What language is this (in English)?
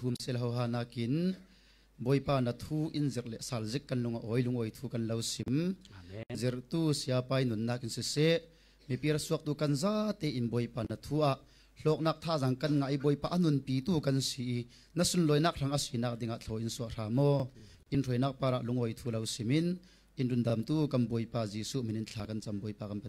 Falam Chin